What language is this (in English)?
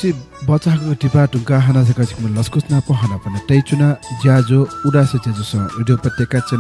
Newari